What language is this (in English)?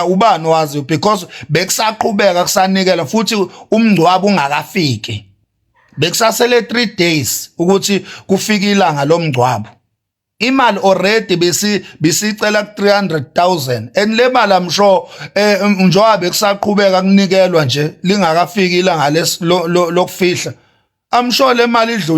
Zulu